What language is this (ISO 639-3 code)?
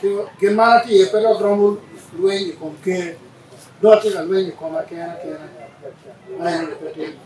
ach